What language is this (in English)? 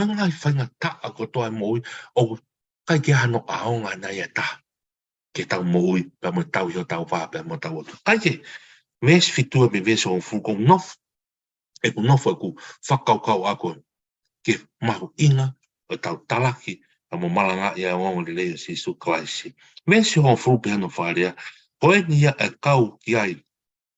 Tongan